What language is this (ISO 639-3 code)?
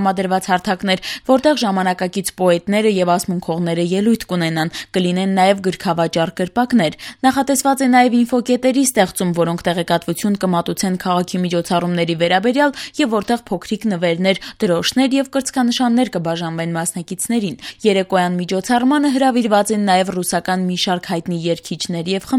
hye